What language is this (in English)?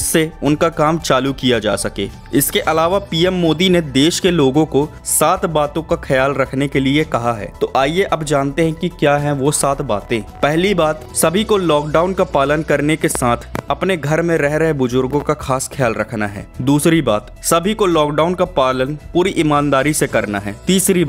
Hindi